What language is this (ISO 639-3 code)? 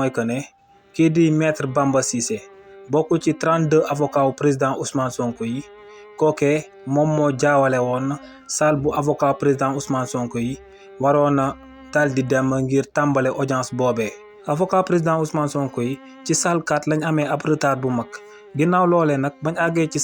wol